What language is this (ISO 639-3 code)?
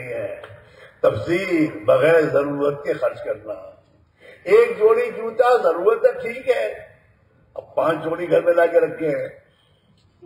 urd